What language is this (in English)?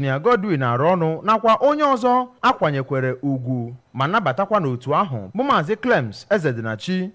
Igbo